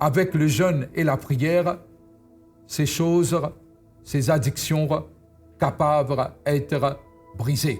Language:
Morisyen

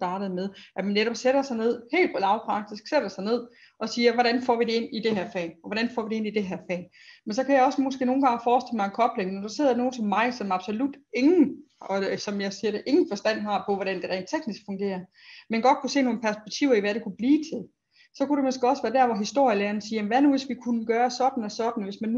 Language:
Danish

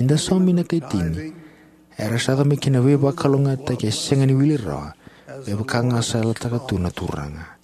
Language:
Fijian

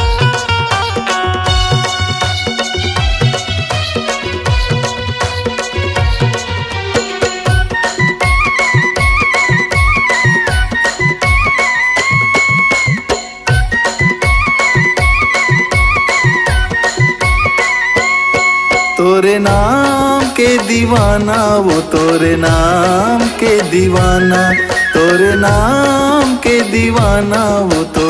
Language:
Chhattisgarhi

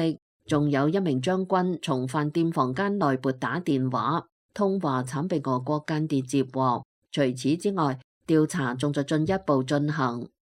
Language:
Cantonese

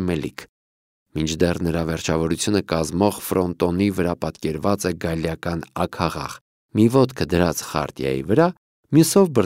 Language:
Armenian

